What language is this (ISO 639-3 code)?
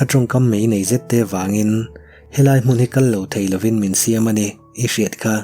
lus